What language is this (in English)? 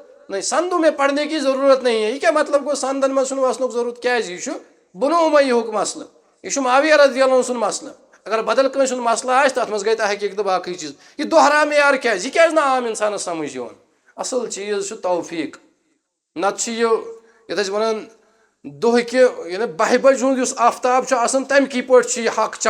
Kashmiri